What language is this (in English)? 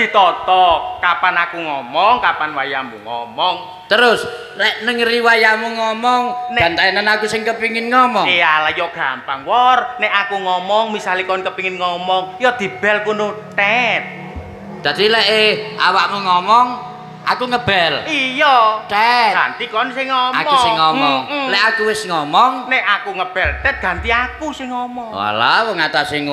Javanese